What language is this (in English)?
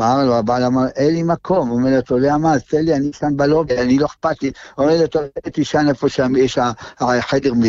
Hebrew